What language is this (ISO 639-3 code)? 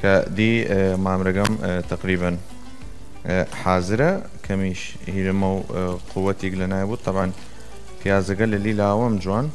sdh